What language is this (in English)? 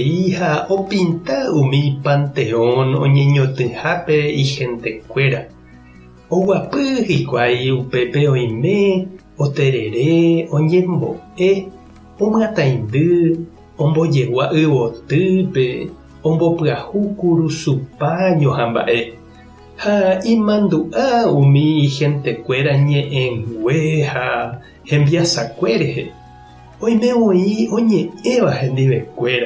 Guarani